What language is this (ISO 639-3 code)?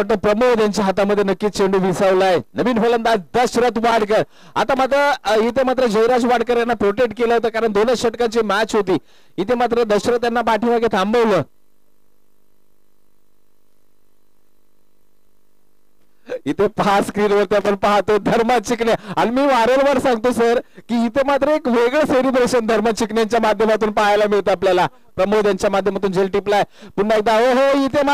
mar